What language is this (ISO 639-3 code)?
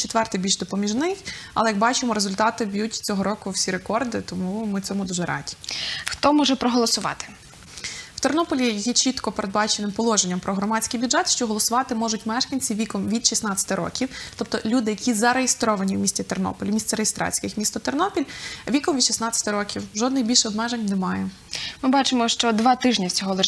ukr